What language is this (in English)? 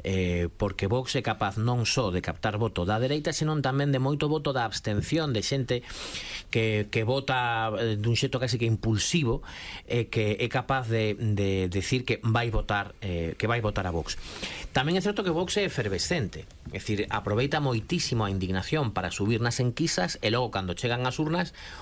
Galician